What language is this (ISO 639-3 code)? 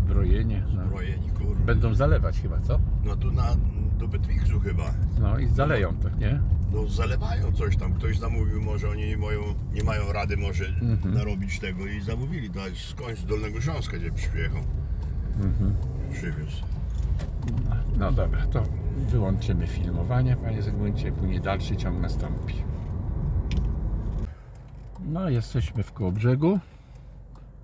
pol